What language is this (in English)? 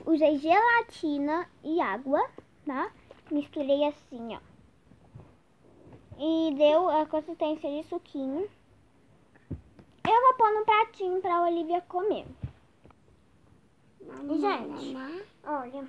Portuguese